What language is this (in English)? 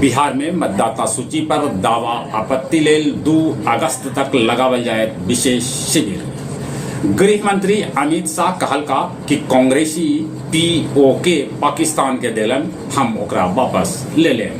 Magahi